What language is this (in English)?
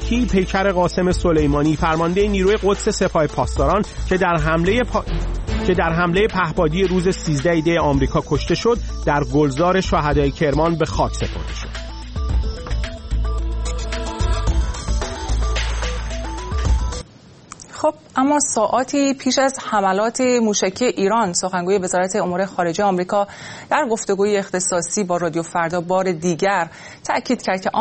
Persian